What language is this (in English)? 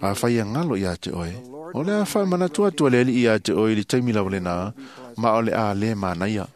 Samoan